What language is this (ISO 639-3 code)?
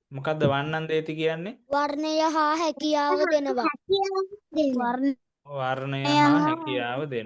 sin